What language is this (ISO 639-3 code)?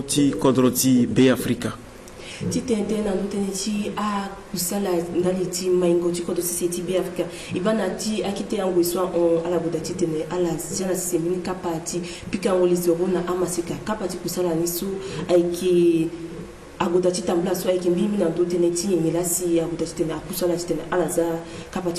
sag